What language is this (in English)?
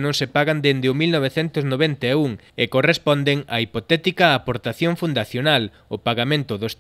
Galician